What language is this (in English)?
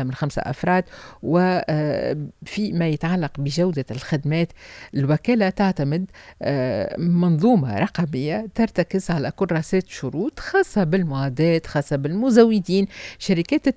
Tunisian Arabic